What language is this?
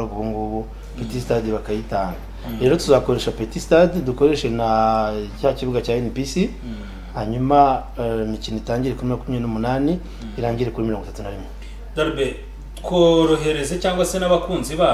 Kinyarwanda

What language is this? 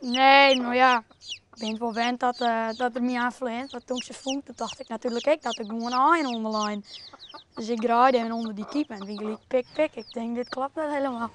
Western Frisian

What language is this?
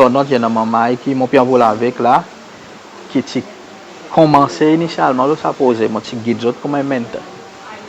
Seselwa Creole French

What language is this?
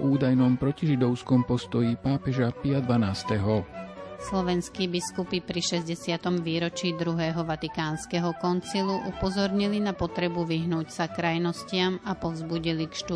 Slovak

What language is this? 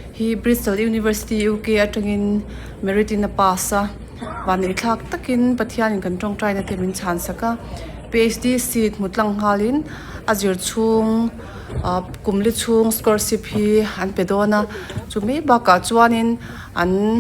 Mizo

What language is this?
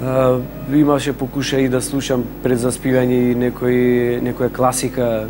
Macedonian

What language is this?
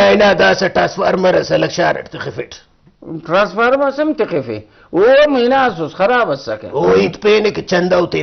Brahui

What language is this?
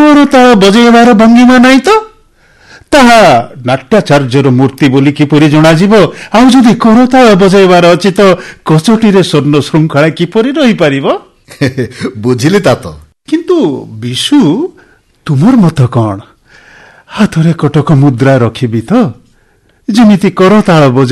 Odia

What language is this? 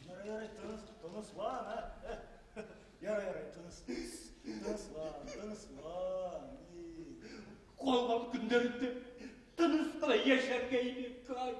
Bashkir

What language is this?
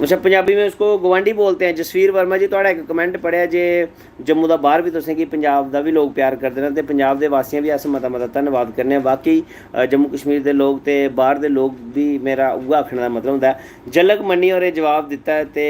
Dogri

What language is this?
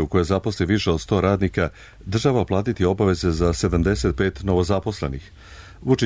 Serbian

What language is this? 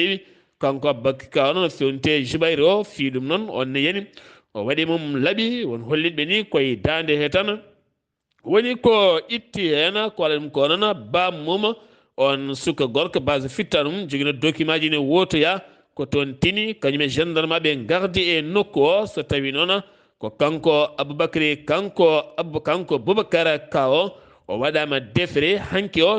Fula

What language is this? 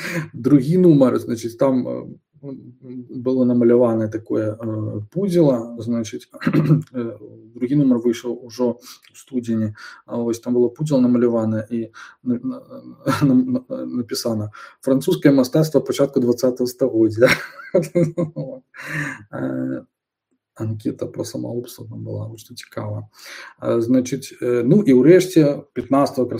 Belarusian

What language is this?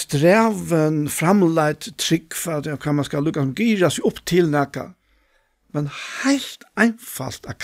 Faroese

